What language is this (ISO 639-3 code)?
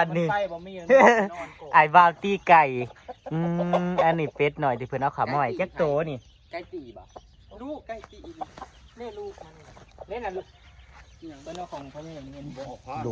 tts